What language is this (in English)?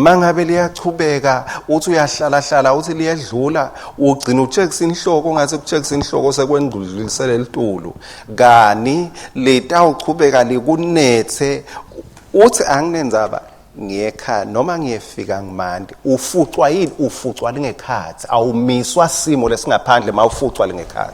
Swati